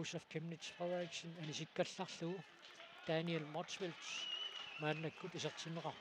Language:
Kalaallisut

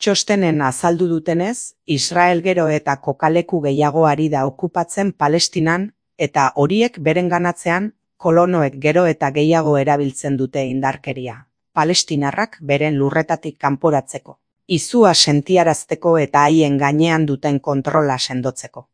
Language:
Basque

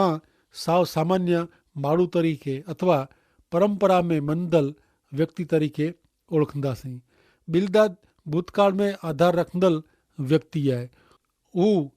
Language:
Kachhi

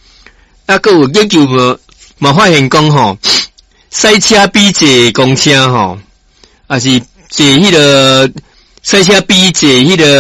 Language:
Min Nan Chinese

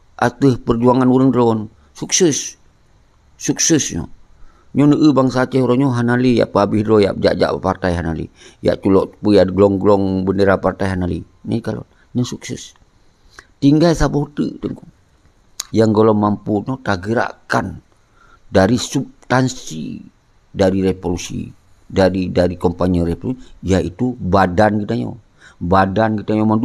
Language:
Achinese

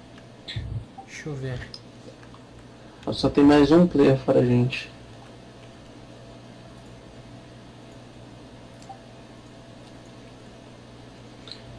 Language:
Portuguese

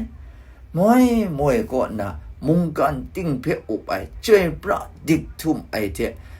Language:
Kachin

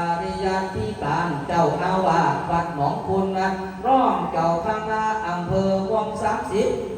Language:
Lao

